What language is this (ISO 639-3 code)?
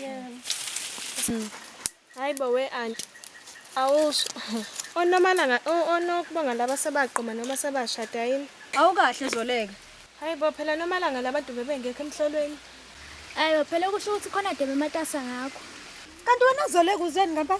zul